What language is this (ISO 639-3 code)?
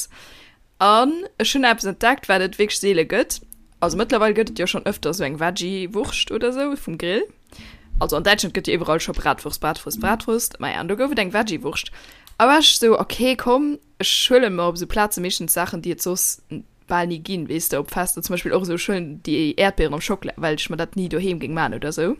ltz